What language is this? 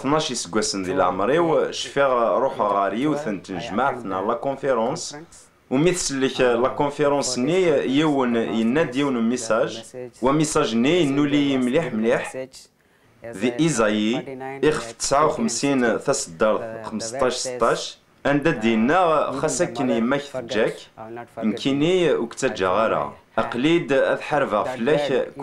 Kabyle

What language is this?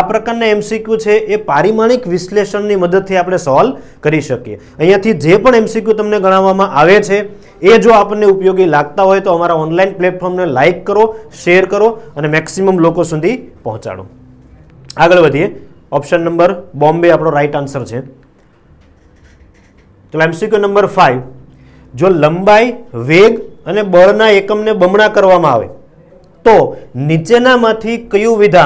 Gujarati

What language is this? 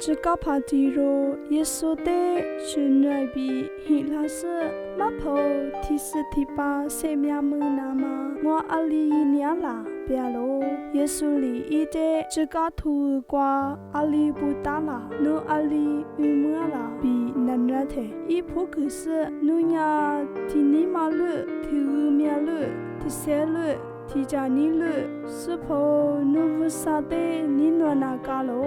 Lisu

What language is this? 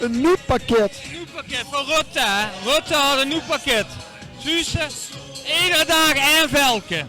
Limburgish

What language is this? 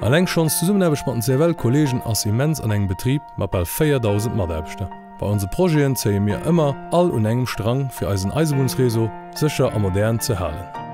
Luxembourgish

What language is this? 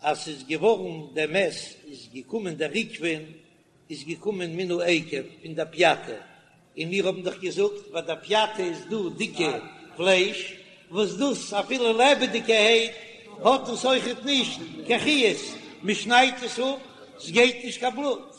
Yiddish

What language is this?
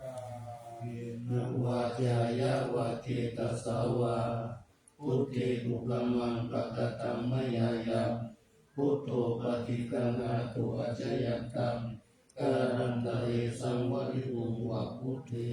Pali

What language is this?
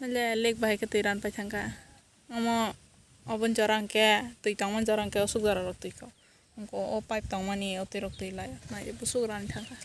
Kok Borok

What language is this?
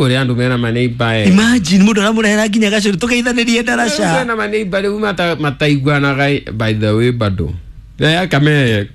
Kikuyu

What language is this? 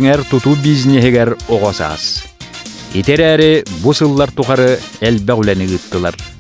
Yakut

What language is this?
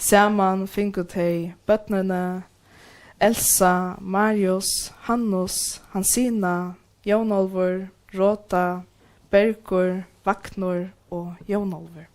Faroese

